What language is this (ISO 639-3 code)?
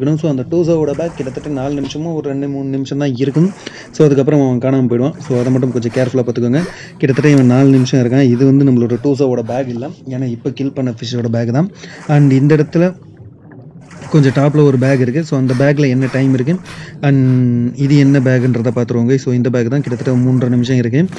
tam